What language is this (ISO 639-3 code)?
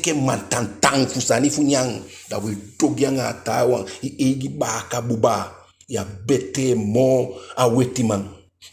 djk